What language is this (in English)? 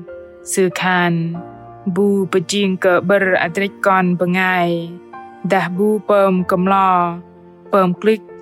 Bahnar